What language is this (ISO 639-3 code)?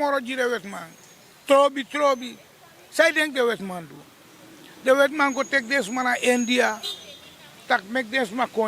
srn